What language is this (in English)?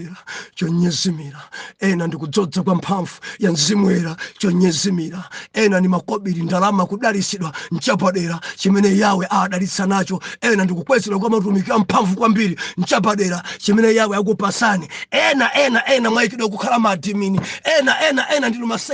Nyanja